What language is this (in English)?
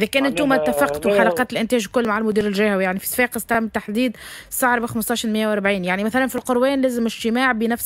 Tunisian Arabic